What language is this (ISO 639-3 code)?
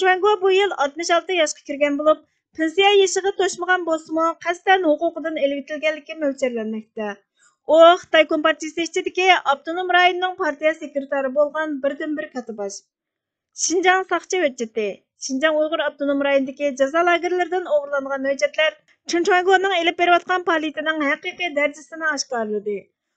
uig